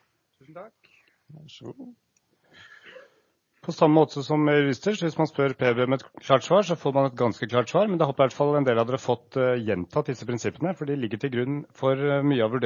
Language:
Norwegian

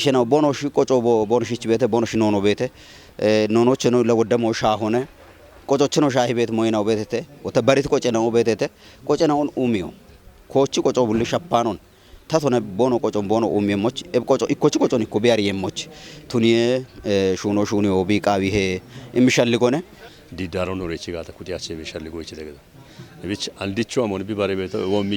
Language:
Kafa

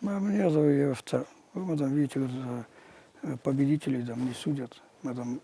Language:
Ossetic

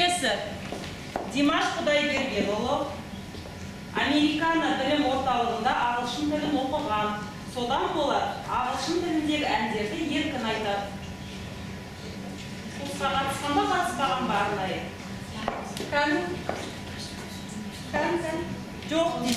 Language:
Kazakh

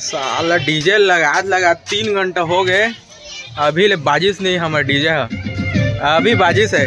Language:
Chhattisgarhi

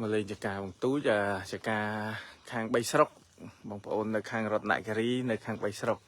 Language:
Khmer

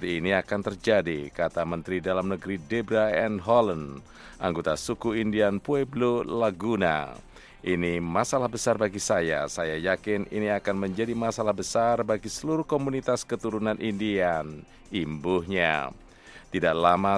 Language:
Indonesian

